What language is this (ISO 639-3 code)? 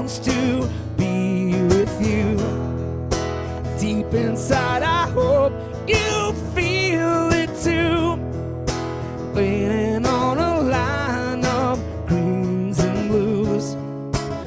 eng